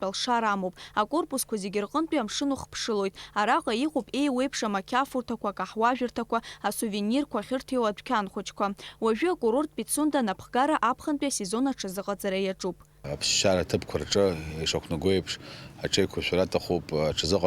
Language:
Abkhazian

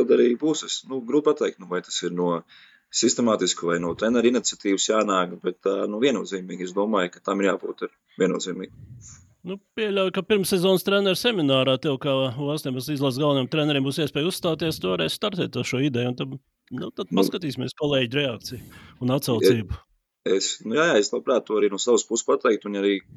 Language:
Latvian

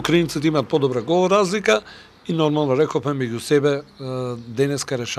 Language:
Macedonian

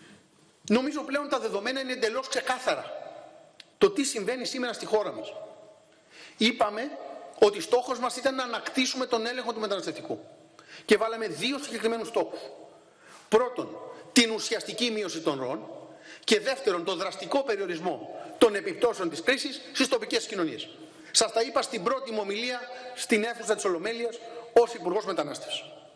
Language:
Greek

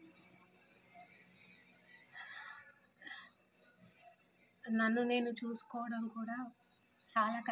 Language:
Telugu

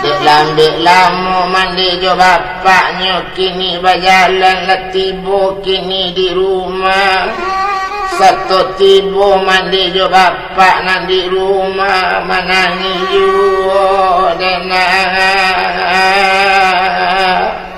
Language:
Minangkabau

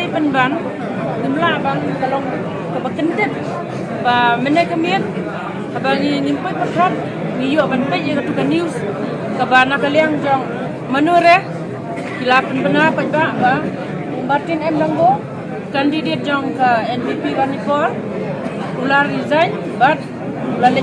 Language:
Khasi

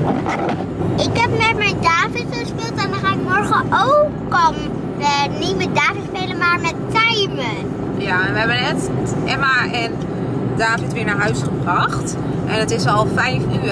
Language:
Dutch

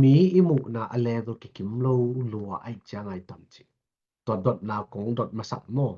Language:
Tedim Chin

